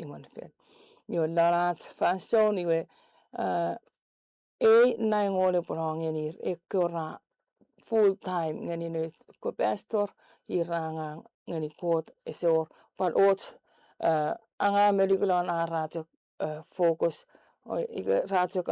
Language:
Chuukese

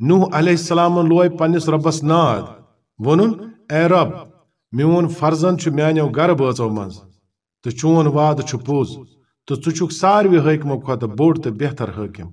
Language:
Kashmiri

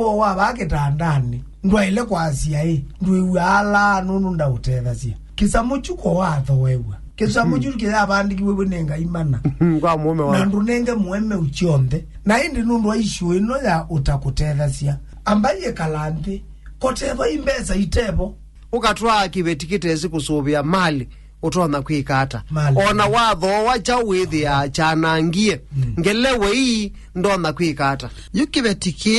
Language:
Kamba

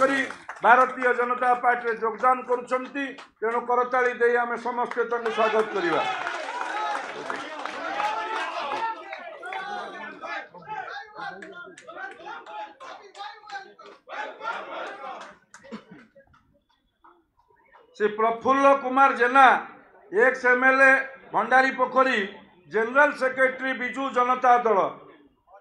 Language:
Odia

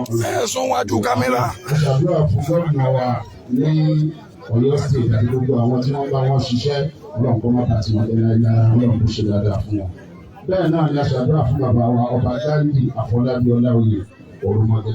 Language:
Yoruba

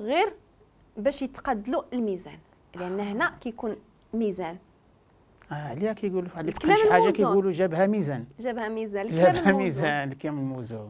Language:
Moroccan Arabic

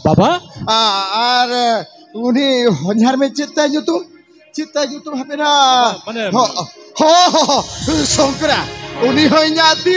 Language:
Santali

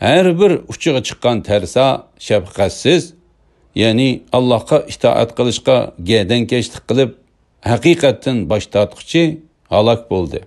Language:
Uyghur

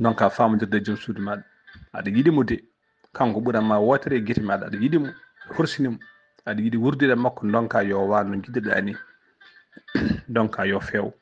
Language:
Fula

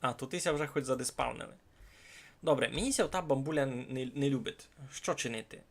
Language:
Rusyn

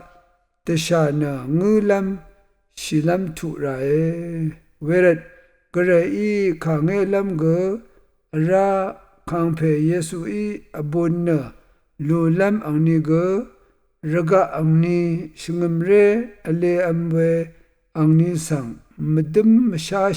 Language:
Rawang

